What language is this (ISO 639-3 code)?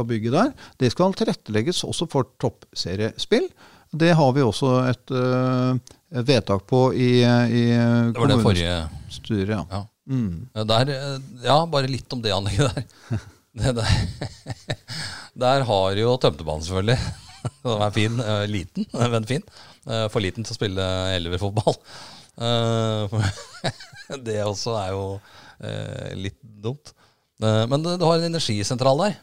nor